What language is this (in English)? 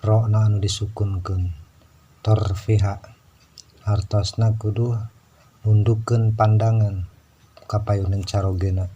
Sundanese